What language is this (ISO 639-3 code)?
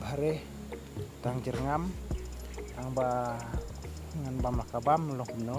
kha